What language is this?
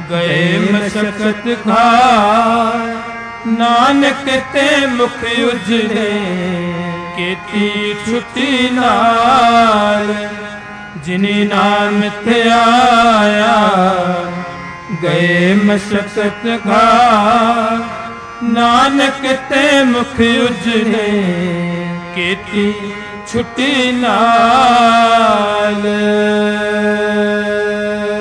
Punjabi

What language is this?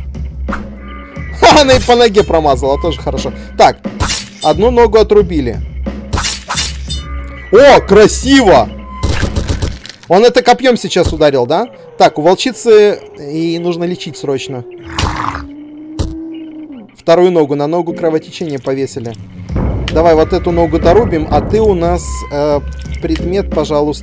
Russian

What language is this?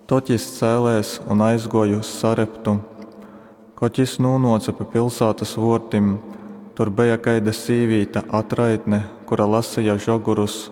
Latgalian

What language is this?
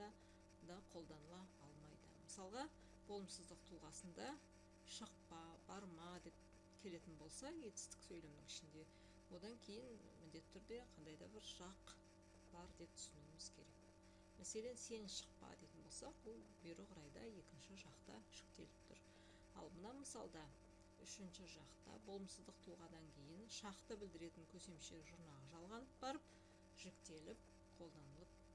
Kazakh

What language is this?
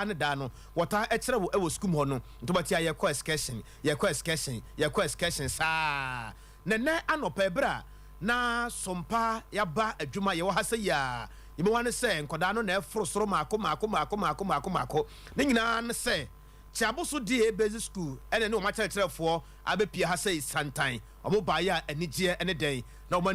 Akan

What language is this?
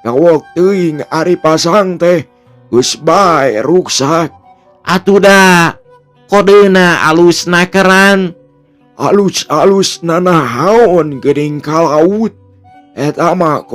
Sundanese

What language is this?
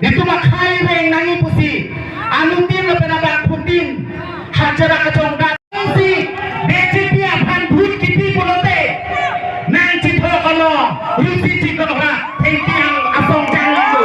Karbi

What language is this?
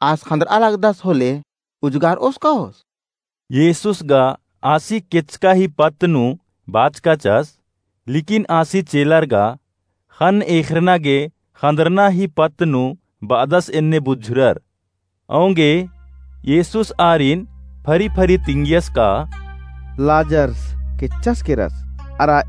Kurukh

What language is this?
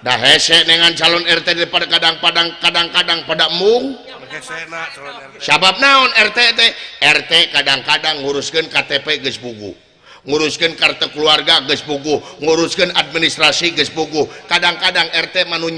Sundanese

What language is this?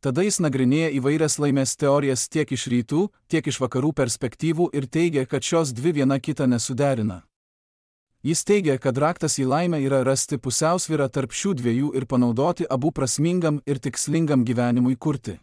Lithuanian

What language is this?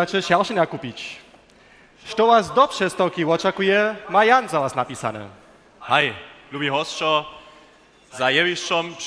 Upper Sorbian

